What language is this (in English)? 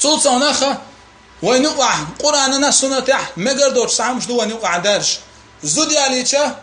Chechen